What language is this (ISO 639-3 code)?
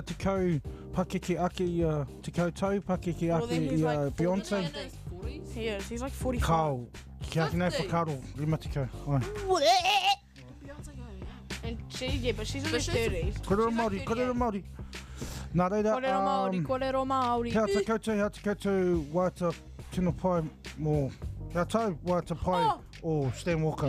mri